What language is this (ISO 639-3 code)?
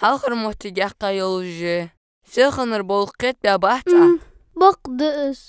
inh